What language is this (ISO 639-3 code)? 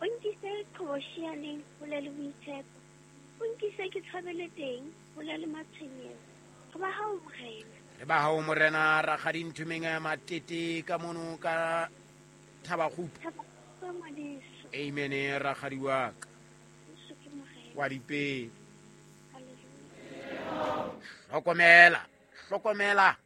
sot